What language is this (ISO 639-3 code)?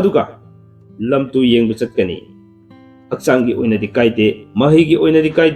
mni